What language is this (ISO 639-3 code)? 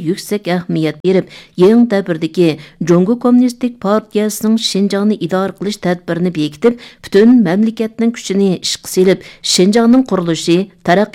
uig